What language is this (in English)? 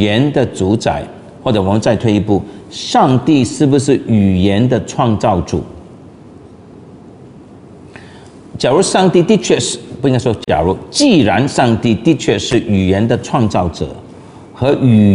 Chinese